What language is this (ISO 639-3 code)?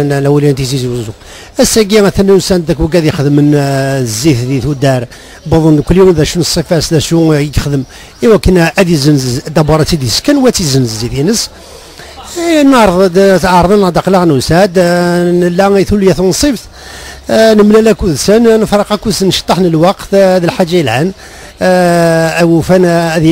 kab